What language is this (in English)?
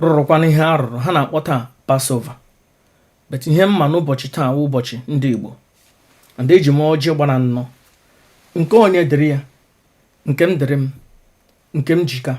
Igbo